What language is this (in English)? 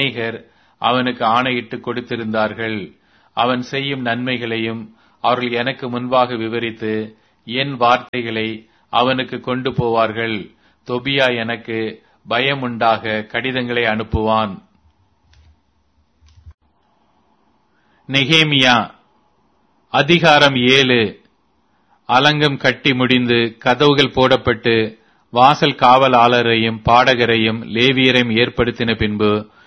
Tamil